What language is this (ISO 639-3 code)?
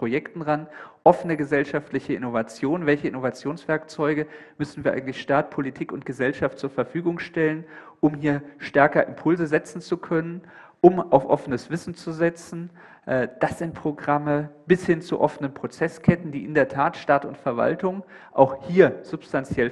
deu